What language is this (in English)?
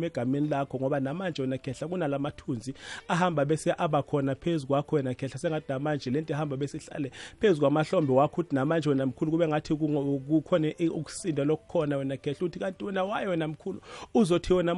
South Ndebele